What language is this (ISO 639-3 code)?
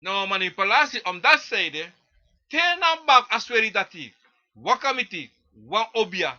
srn